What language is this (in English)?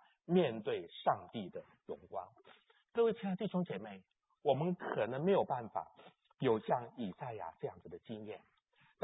Chinese